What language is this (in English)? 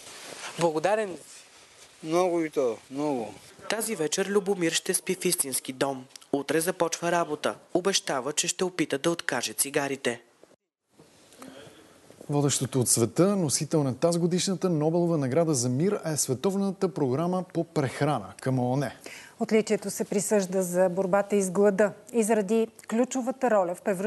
Bulgarian